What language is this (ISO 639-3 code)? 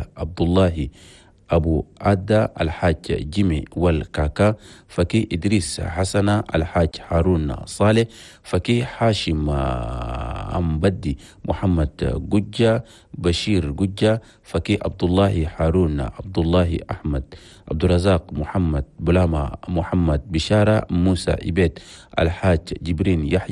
shu